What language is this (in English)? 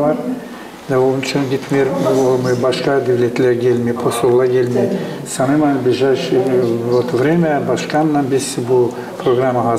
Gagauz